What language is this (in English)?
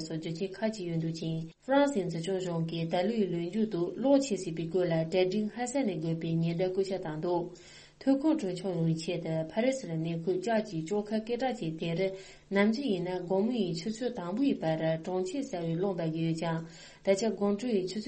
Tibetan